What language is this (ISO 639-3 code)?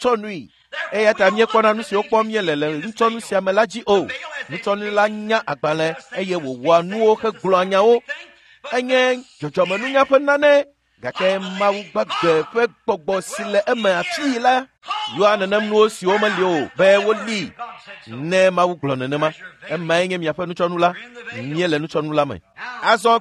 ewe